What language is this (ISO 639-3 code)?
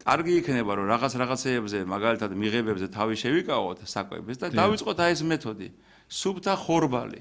kat